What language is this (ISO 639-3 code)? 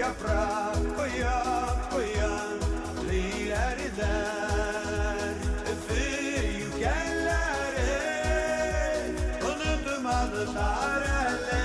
bak